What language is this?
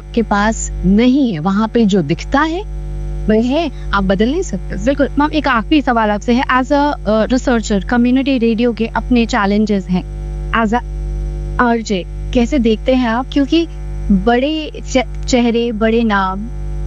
Hindi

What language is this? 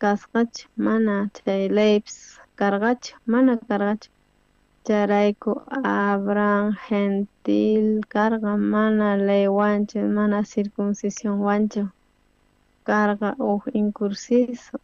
South Bolivian Quechua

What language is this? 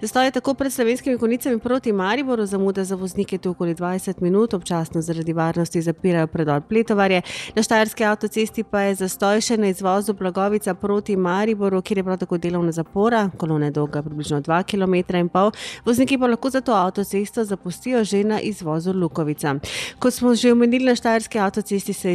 Slovenian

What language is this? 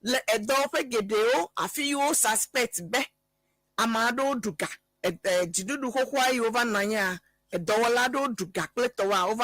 Ewe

